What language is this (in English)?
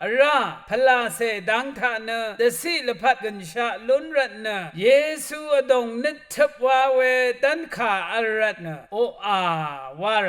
Rawang